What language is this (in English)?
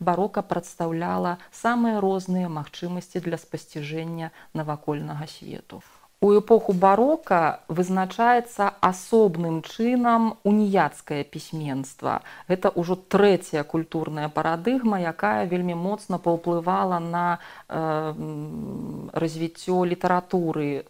Belarusian